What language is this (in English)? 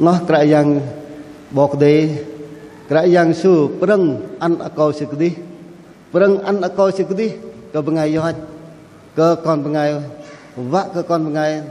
Bahnar